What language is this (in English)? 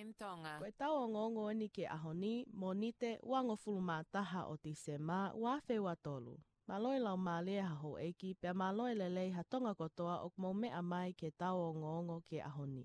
Tongan